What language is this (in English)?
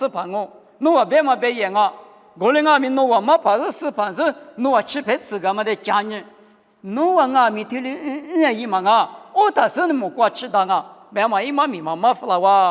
Lisu